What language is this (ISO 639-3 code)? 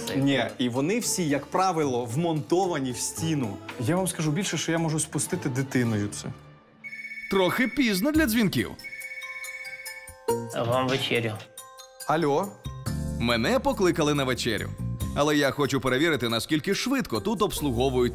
ukr